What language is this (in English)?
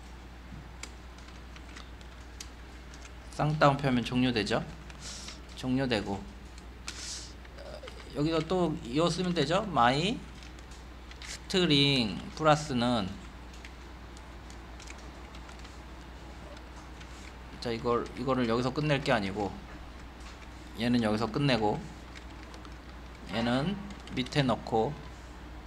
Korean